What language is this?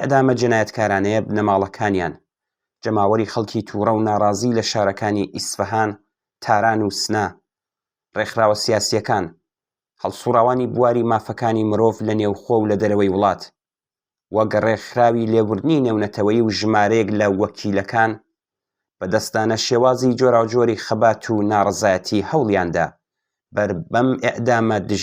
Central Kurdish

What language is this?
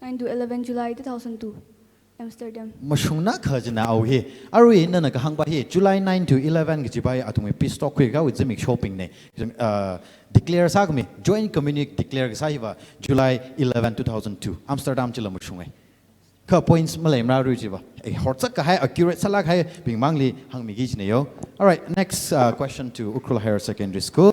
Tangkhul Naga (India)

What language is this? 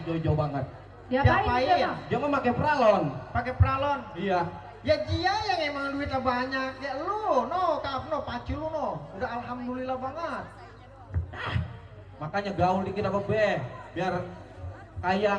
Betawi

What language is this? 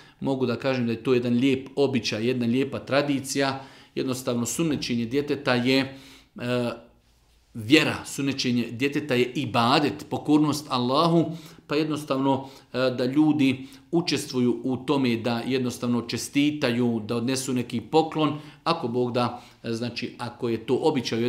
Bosnian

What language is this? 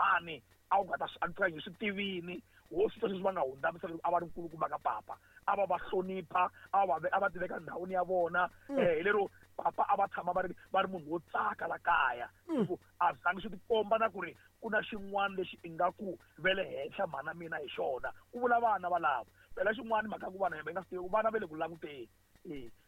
Tsonga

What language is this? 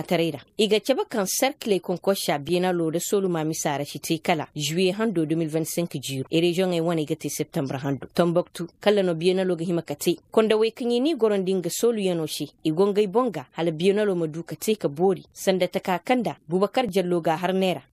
Koyraboro Senni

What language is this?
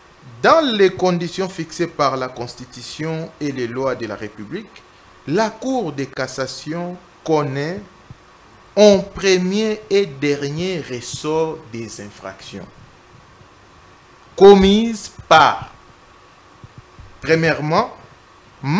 French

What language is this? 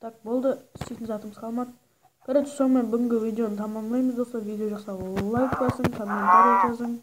Kara-Kalpak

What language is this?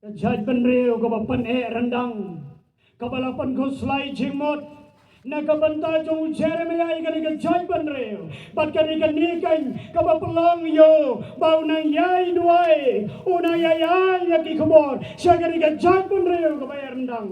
Khasi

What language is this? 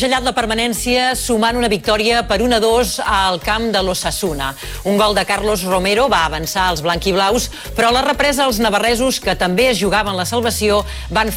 Catalan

